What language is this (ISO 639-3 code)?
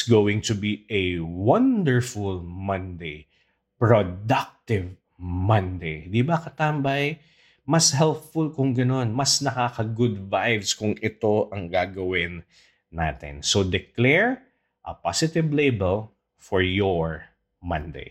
fil